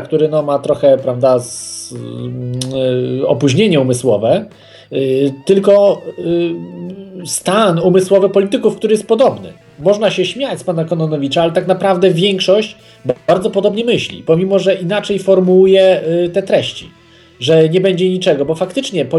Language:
Polish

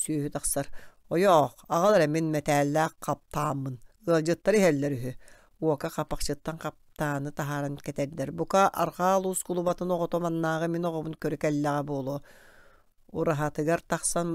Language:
Yakut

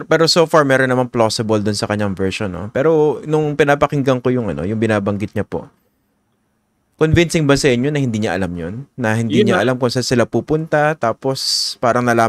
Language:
Filipino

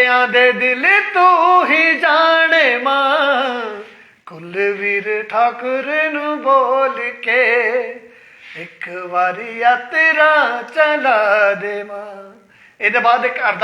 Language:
Dogri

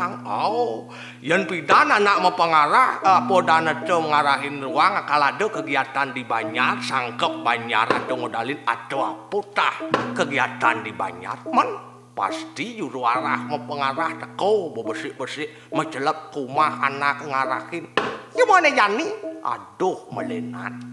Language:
Balinese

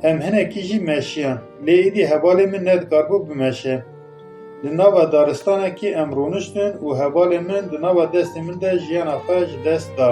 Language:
Kurdish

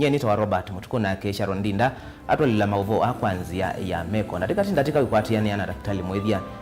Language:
Kamba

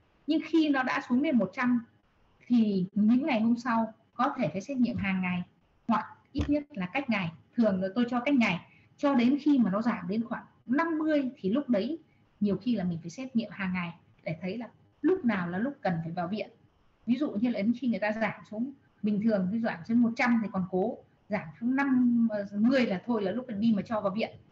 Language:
Vietnamese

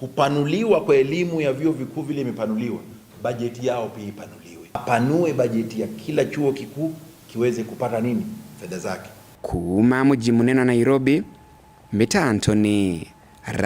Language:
Meru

